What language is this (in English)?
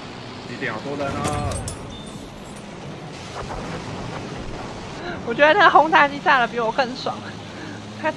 Chinese